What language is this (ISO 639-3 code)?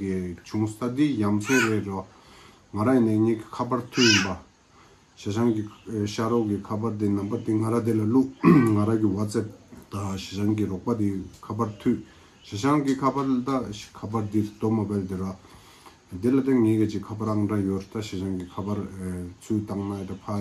bod